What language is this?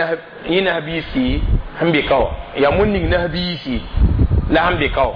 Mossi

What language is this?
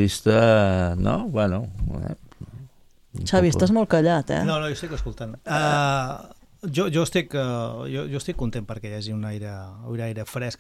Catalan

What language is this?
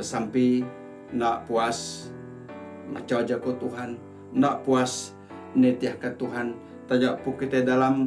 Iban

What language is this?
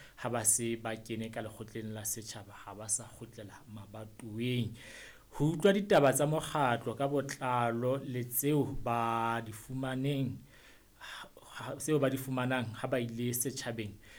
Southern Sotho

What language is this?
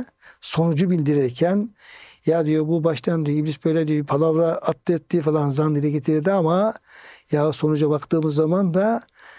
Turkish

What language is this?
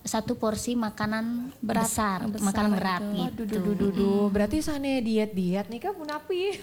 Balinese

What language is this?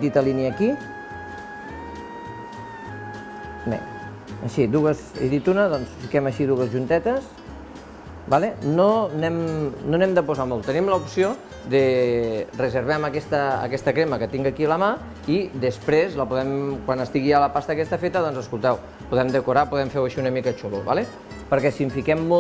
Catalan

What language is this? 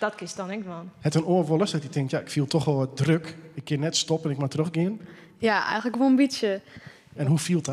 Western Frisian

